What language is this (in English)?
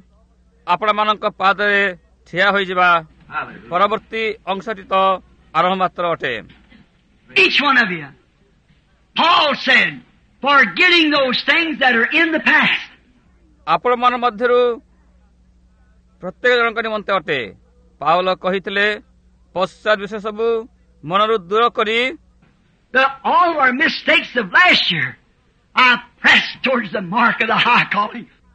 Odia